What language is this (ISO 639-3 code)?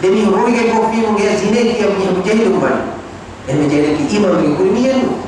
div